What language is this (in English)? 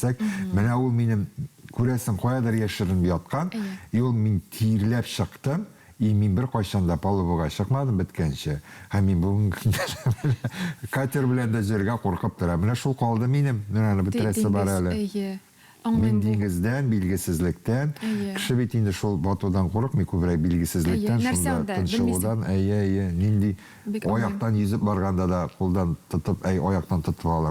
Tatar